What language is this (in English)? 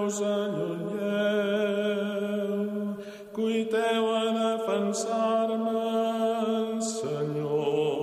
Catalan